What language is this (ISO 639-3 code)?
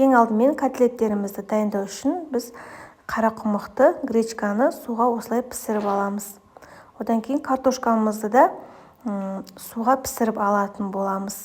kaz